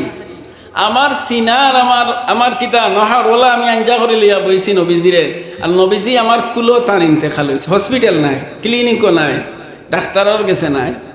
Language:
Sylheti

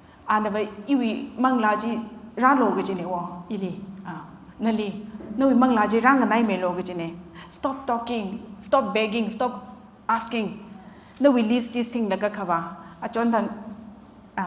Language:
Tangkhul Naga (India)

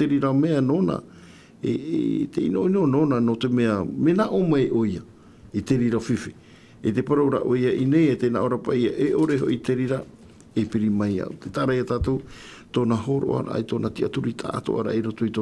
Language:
Tahitian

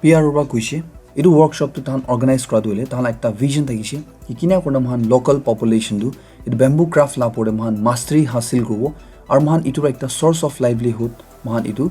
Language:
Naga Pidgin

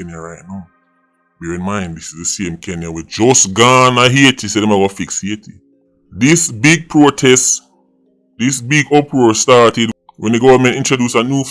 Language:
Jamaican Creole English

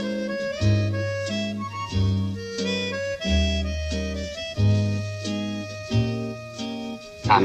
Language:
Romanian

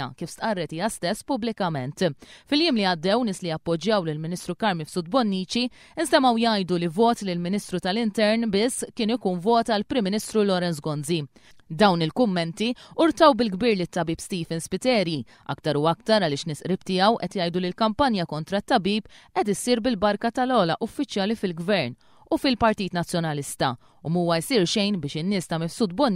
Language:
Maltese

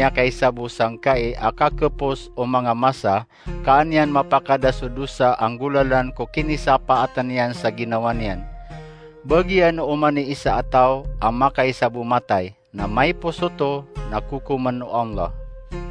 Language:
Maranao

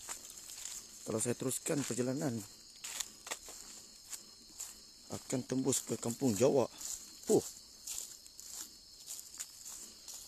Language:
Malay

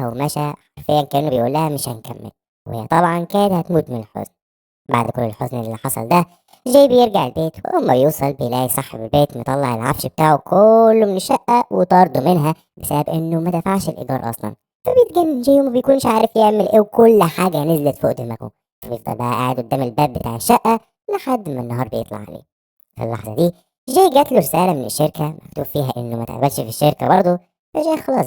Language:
Egyptian Arabic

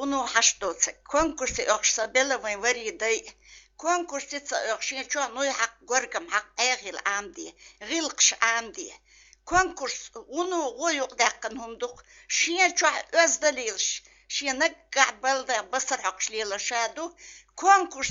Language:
Chechen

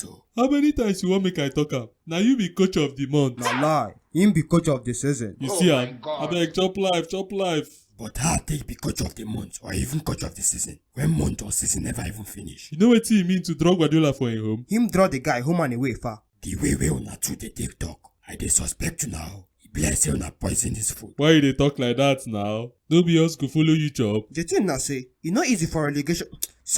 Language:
Nigerian Pidgin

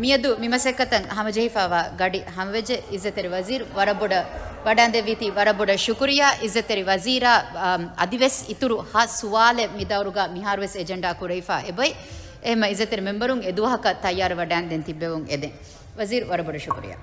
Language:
Divehi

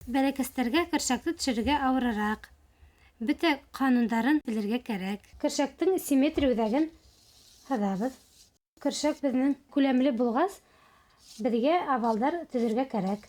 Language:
Bashkir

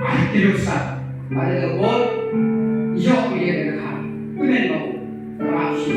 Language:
Khasi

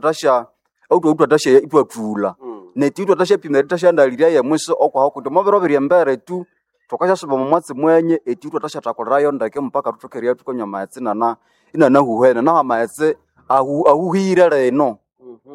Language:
Nande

